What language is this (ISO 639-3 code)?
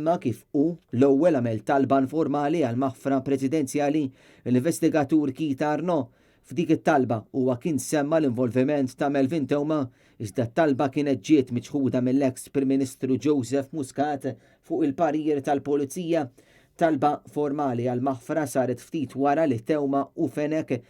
mlt